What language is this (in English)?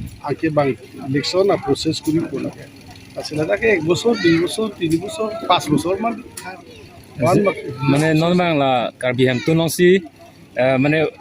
Karbi